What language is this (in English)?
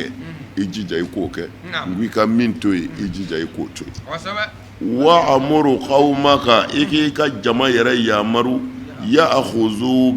Bambara